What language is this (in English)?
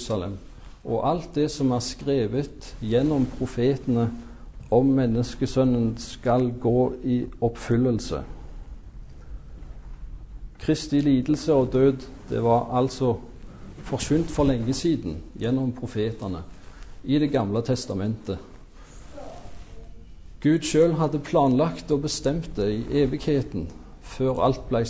Norwegian